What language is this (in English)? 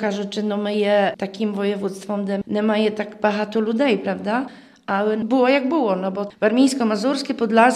Ukrainian